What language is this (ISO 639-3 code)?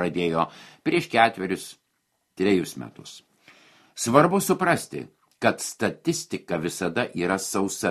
lit